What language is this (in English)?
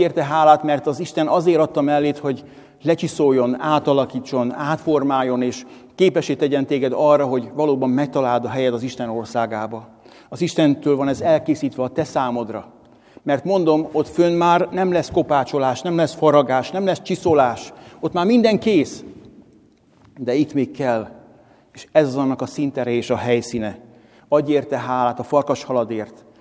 Hungarian